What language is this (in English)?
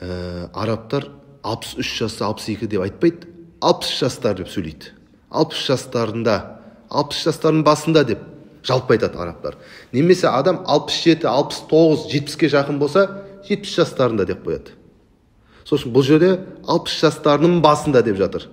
Kazakh